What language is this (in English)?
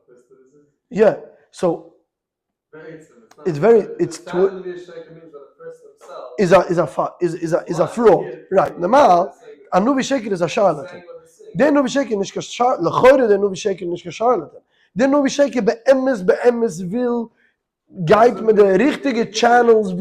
Yiddish